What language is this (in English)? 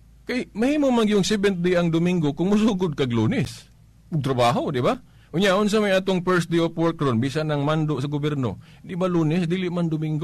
Cebuano